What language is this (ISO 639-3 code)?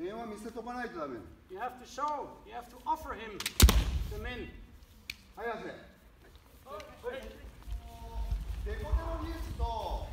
jpn